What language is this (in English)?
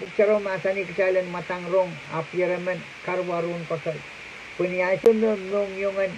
Pohnpeian